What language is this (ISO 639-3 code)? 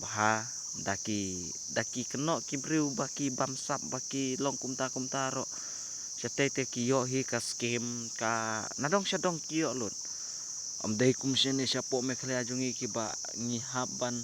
kha